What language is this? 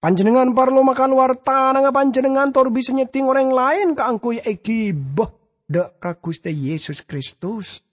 Madurese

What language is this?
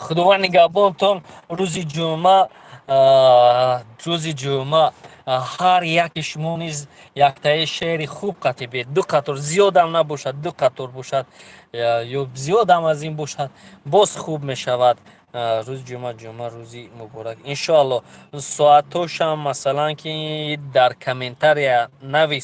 Tajik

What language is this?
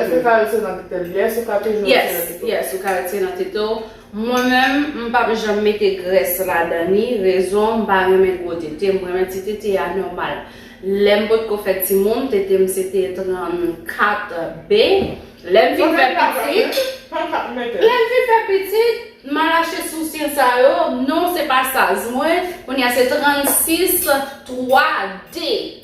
Haitian Creole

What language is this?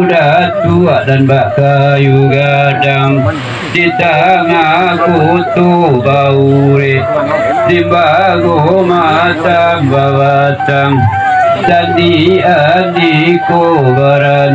Minangkabau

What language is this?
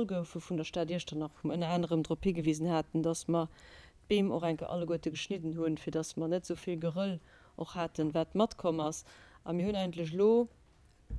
Luxembourgish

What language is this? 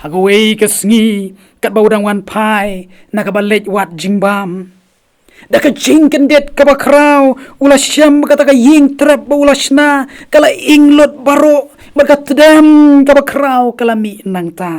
Khasi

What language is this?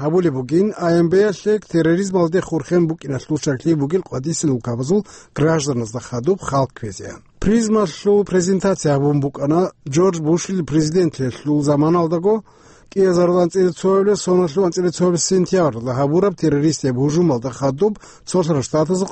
Avaric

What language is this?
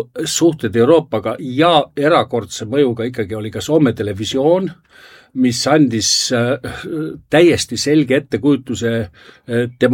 Estonian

